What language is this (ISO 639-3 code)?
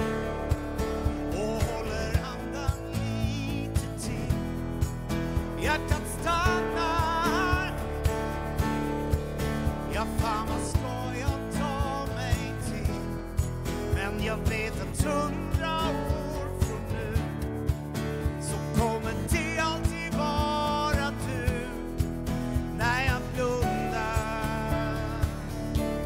swe